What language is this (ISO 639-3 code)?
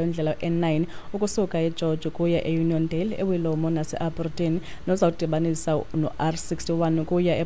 xho